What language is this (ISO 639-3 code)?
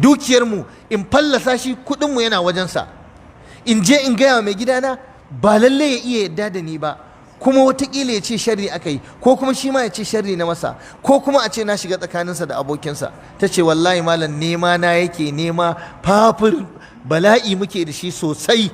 hau